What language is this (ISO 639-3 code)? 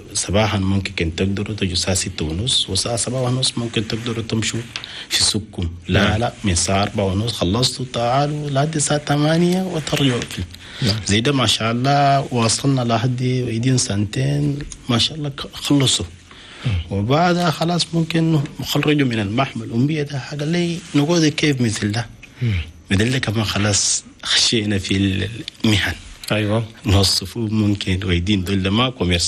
shu